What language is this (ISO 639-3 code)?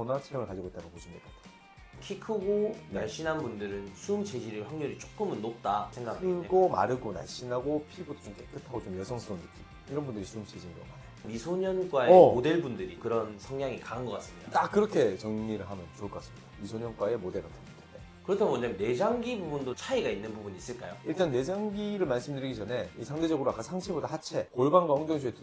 kor